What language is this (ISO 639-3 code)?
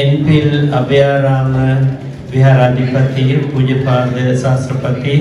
sin